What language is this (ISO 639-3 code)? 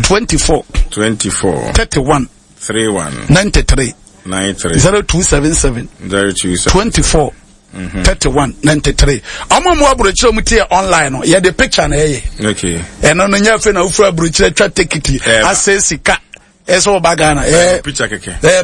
aka